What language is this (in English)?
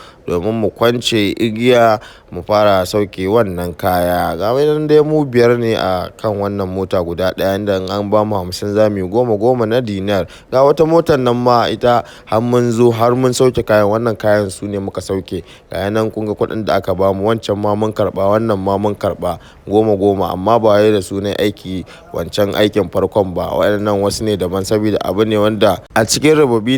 Hausa